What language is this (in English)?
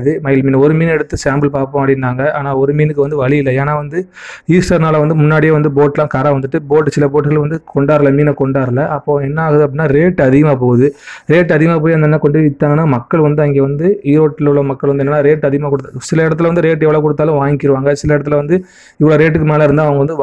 Tamil